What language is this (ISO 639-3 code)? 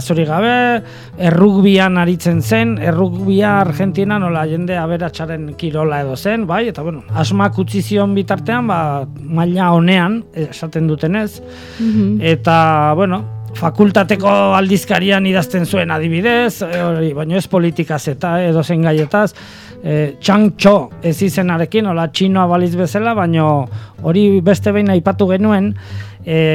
eus